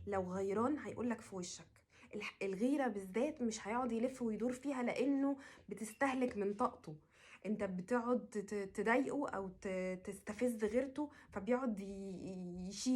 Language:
Egyptian Arabic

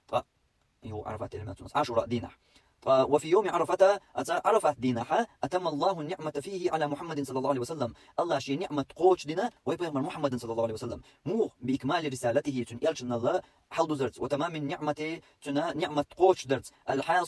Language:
Chechen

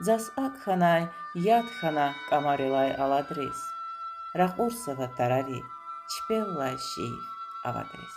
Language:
Lezghian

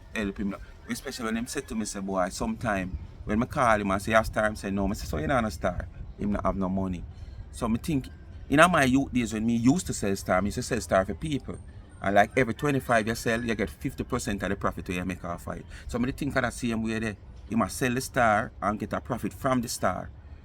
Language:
Jamaican Creole English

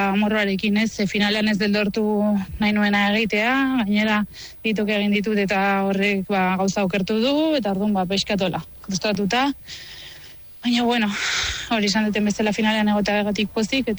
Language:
Basque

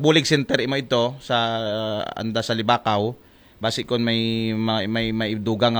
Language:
Aklanon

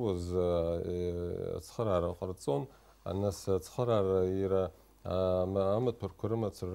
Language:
Abkhazian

